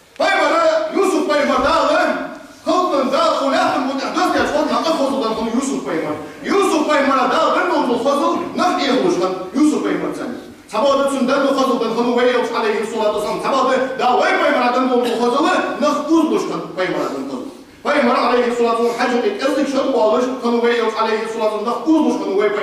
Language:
Ingush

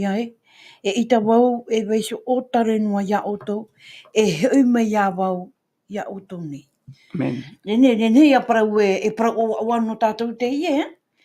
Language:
Tahitian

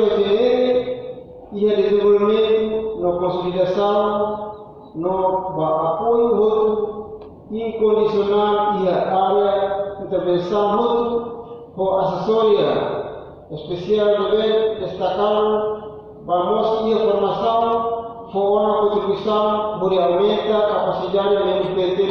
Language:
Tetum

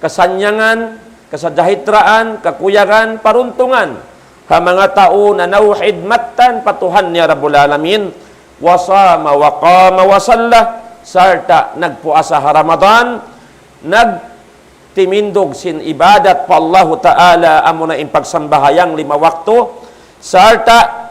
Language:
Tausug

